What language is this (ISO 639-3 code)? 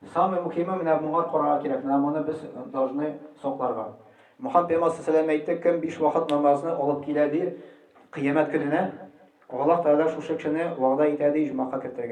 tat